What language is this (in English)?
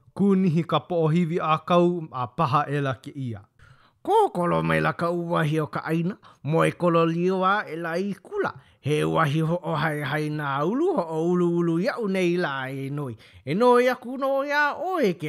Hawaiian